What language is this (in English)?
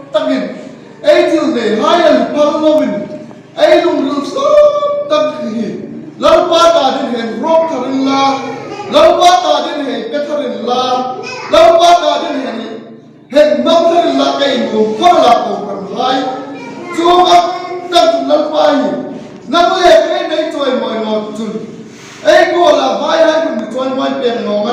Hmar